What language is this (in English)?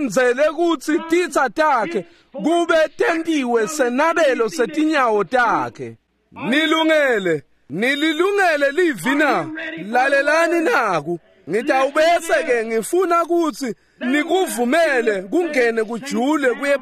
Swati